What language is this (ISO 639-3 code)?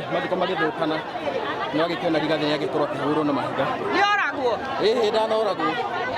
kik